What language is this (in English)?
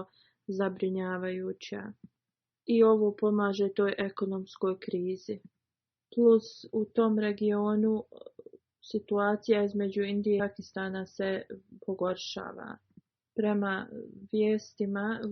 Bosnian